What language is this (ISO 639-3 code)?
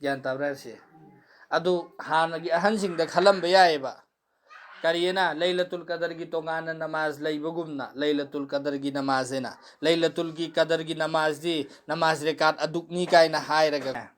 mni